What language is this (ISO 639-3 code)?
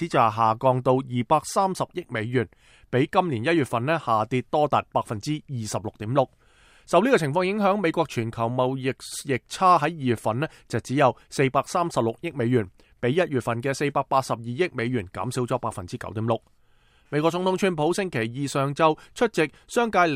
yue